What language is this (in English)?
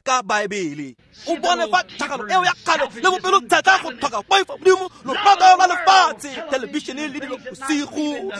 Tswana